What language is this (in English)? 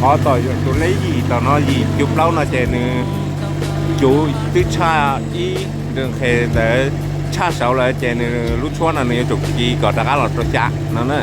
Hmong